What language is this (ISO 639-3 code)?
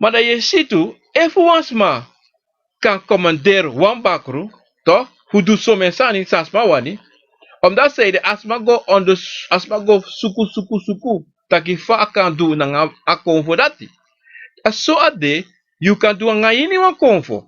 srn